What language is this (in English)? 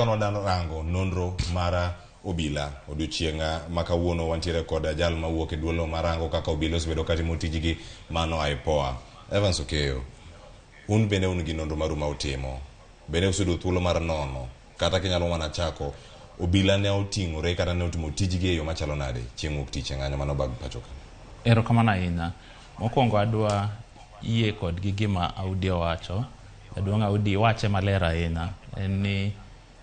Luo (Kenya and Tanzania)